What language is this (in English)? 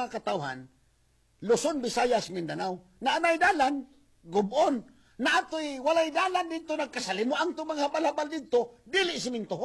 Cebuano